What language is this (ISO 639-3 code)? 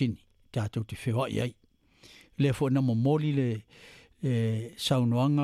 smo